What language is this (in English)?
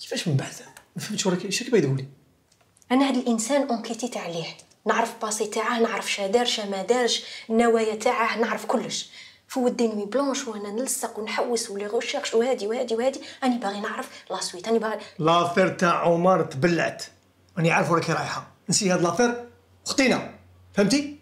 Algerian Arabic